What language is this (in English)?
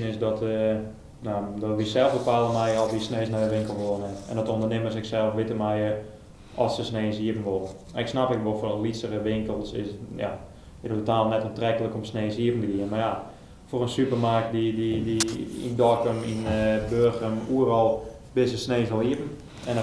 Western Frisian